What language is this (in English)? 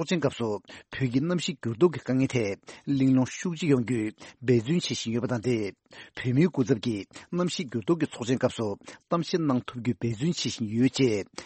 Tibetan